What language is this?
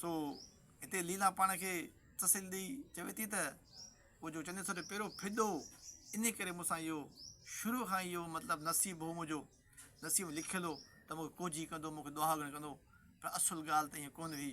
Sindhi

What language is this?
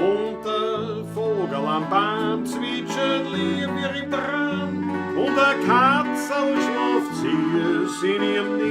Bavarian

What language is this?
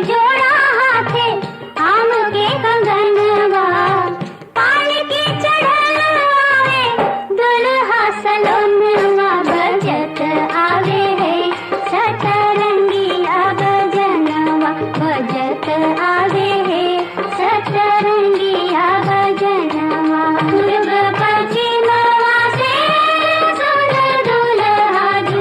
Magahi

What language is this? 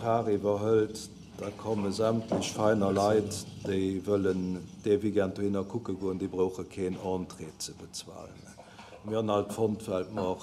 Luxembourgish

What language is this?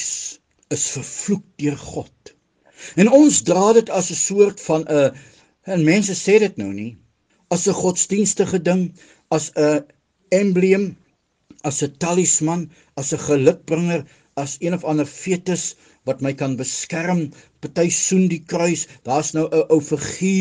Afrikaans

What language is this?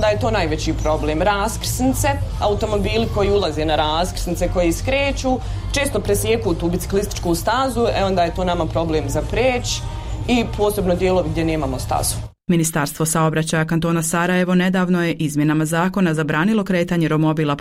Bosnian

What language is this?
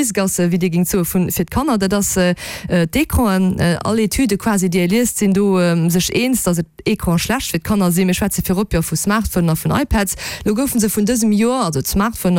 Luxembourgish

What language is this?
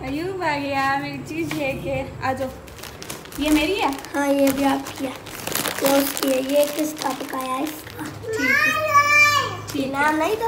Saraiki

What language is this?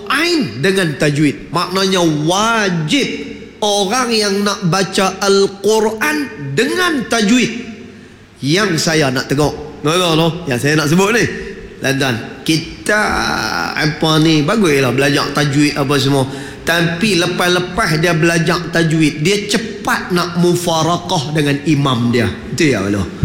Malay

